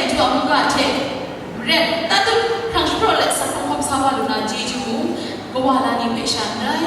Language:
Kachin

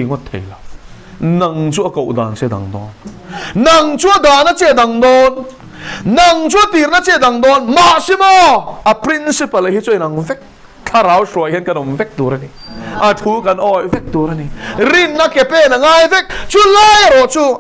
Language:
Mizo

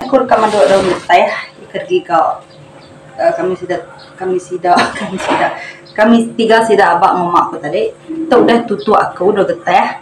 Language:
Iban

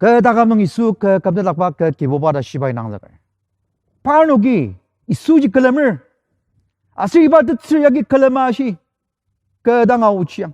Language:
Ao Naga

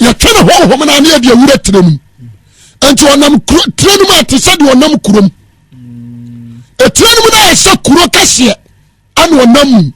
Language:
Akan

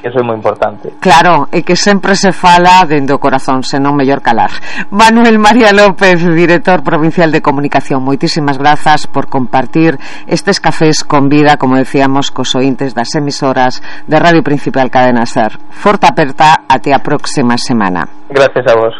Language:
Galician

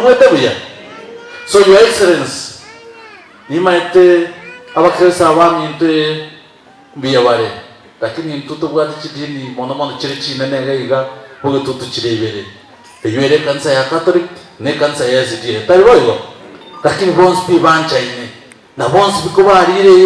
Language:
Gusii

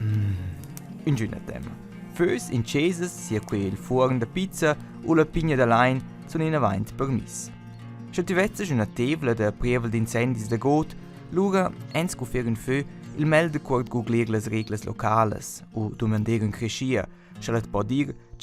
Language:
Romansh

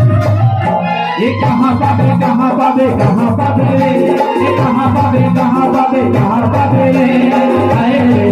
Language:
Chhattisgarhi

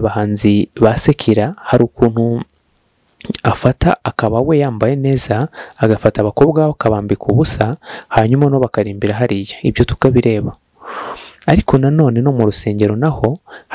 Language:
Kinyarwanda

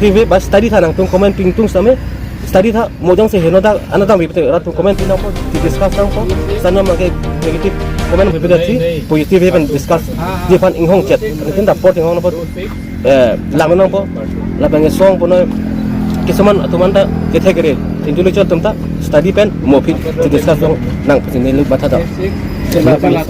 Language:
Karbi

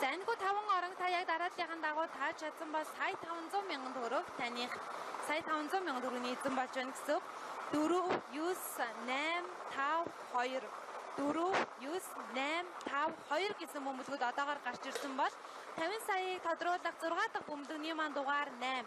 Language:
Mongolian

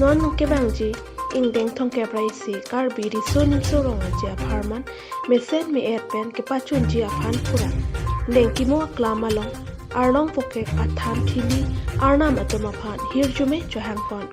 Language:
Karbi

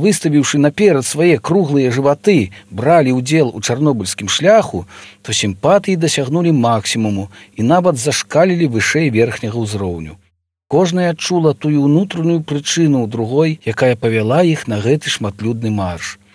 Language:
Belarusian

